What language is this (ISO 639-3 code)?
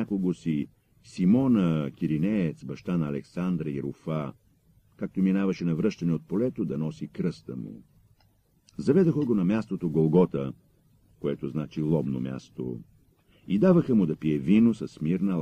bul